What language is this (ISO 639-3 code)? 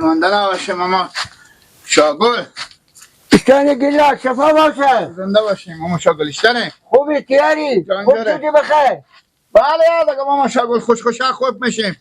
fas